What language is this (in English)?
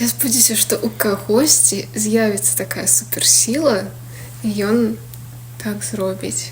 Belarusian